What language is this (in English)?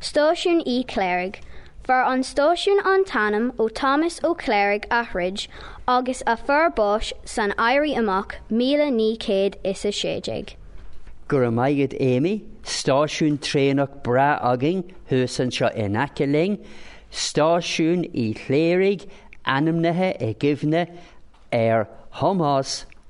Irish